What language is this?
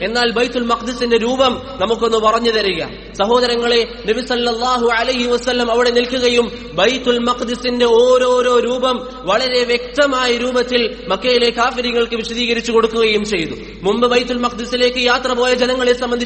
Malayalam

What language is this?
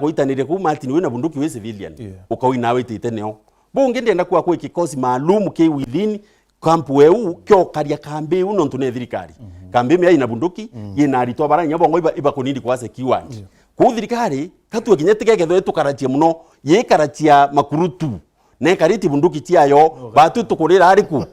Meru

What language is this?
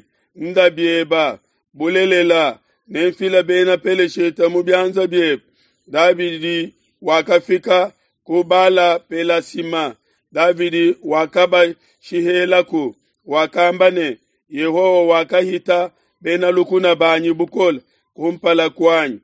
Luba-Lulua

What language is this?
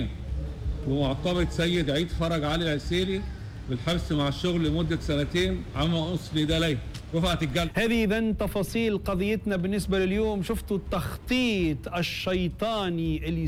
Tunisian Arabic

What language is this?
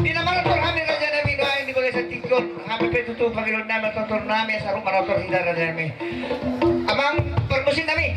Batak Toba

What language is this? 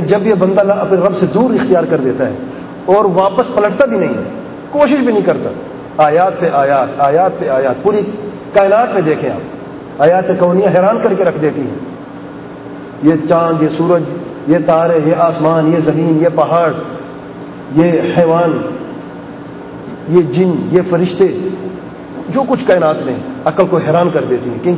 Urdu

